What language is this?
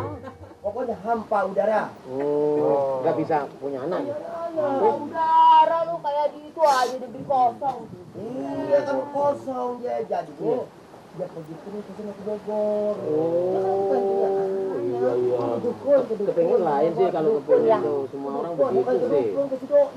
Betawi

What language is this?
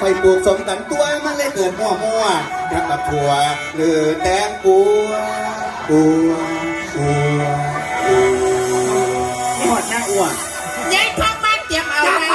Northeastern Thai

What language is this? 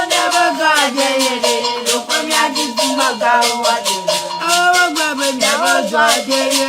Ewe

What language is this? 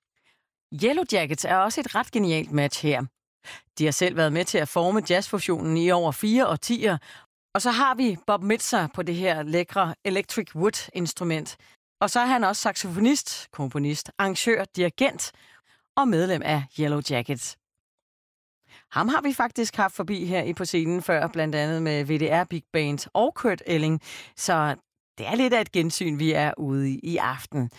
Danish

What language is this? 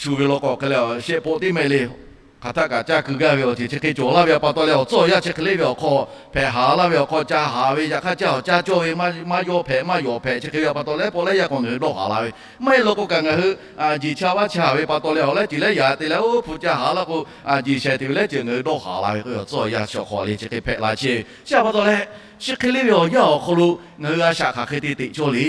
Lahu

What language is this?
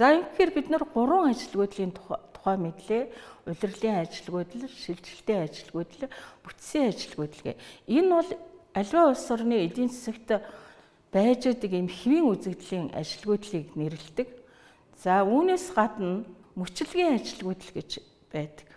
Mongolian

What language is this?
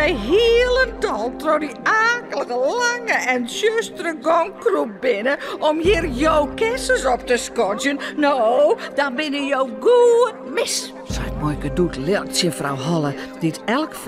Western Frisian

